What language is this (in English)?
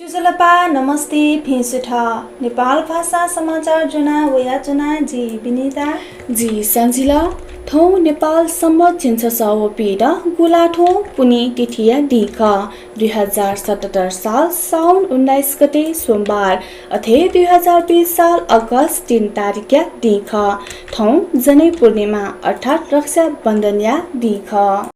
Newari